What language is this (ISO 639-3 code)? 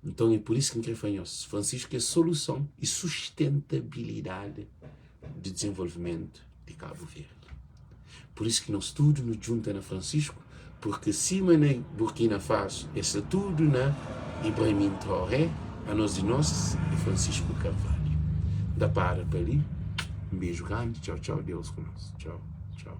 kea